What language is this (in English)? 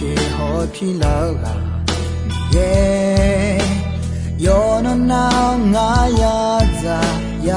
Akha